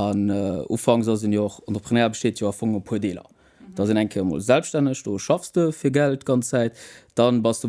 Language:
Luxembourgish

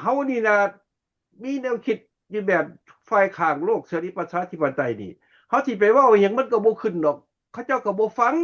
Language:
Lao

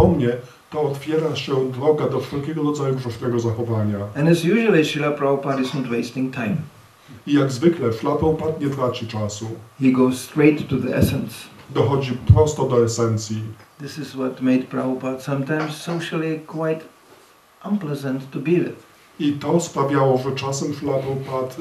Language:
Polish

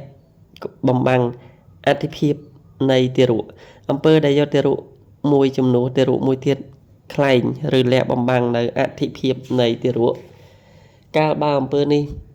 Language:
Khmer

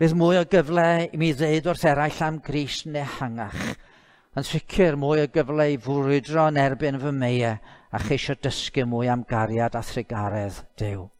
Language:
Welsh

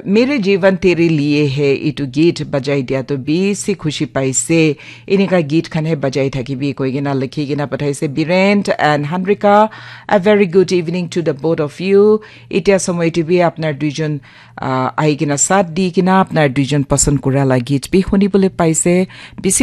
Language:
Naga Pidgin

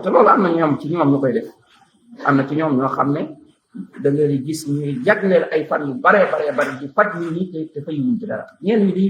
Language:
Wolof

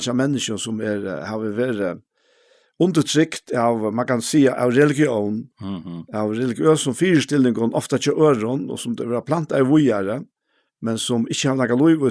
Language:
Faroese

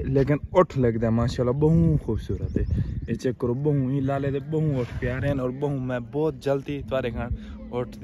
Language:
Saraiki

